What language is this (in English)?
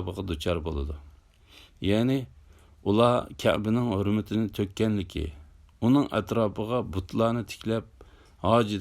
Uyghur